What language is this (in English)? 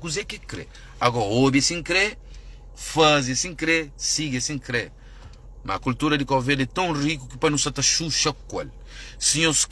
Kabuverdianu